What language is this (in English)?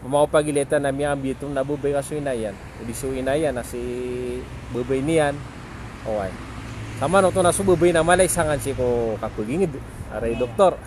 Maranao